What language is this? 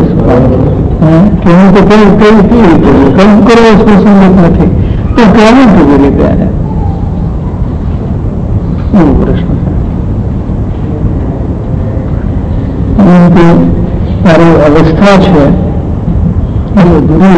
Gujarati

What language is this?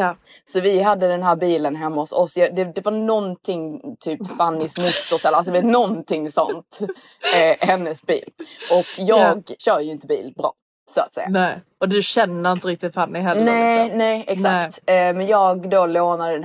Swedish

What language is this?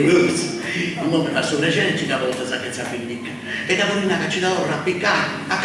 Sardinian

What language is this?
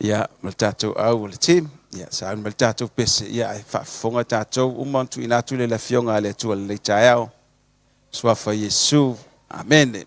Samoan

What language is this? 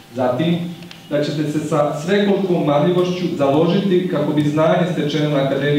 Croatian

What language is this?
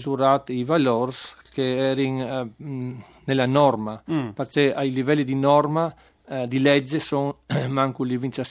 Friulian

